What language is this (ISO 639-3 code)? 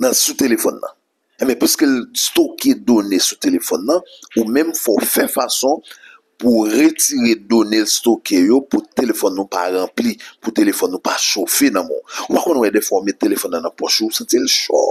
hat